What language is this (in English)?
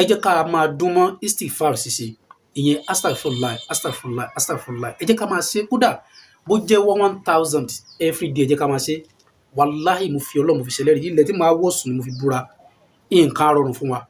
Yoruba